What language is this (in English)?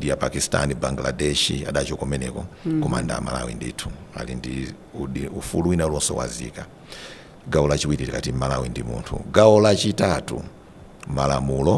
Nyanja